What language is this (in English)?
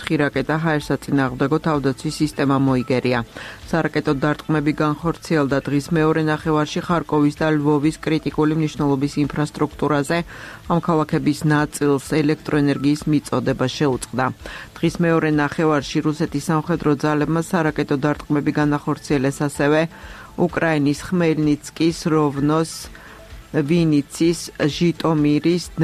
Georgian